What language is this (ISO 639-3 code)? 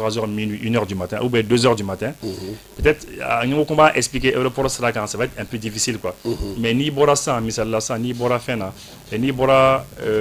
bam